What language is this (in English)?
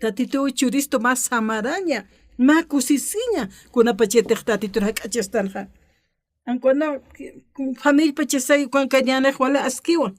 Aymara